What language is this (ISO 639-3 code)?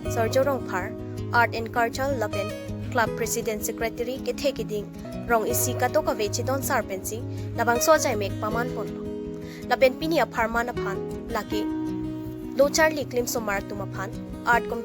mjw